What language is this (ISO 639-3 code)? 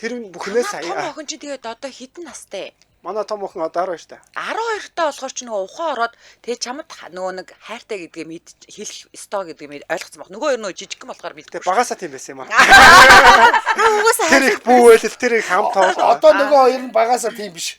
mon